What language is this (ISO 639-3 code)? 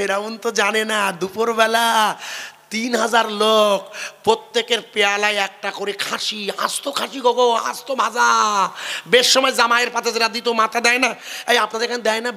ben